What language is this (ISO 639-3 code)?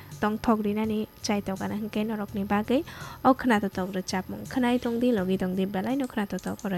trp